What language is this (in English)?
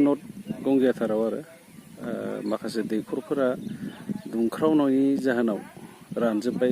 Bodo